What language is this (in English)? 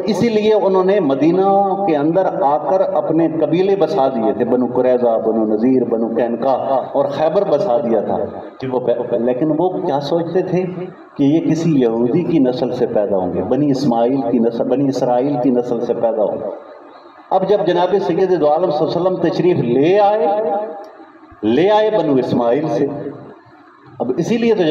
Urdu